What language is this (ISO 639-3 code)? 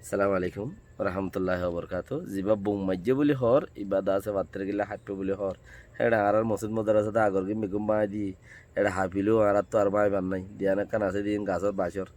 rhg